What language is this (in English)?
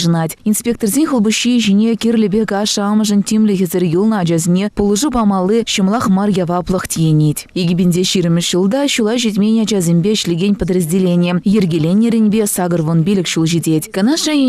Chuvash